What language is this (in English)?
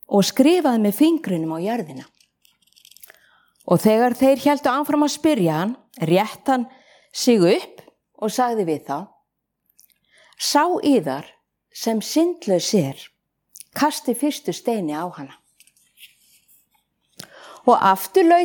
Icelandic